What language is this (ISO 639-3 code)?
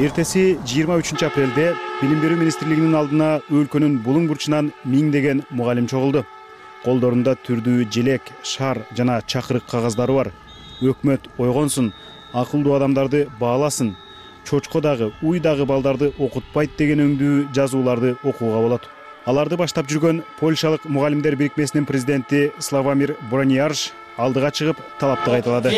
kir